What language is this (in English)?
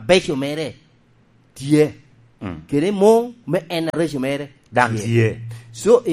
Lango (Uganda)